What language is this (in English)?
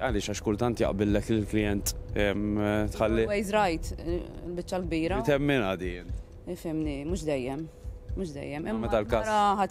Maltese